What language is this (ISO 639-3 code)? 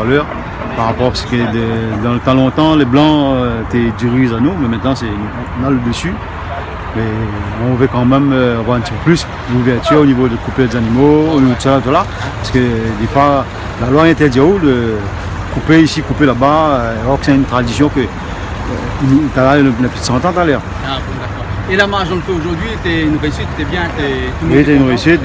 rcf